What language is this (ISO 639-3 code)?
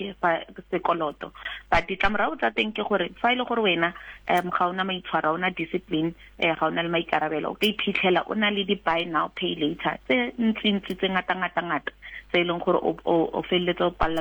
sot